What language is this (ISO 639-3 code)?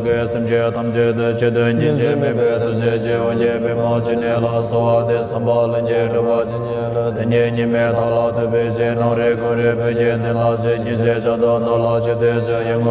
bod